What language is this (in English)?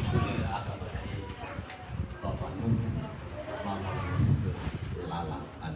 Nias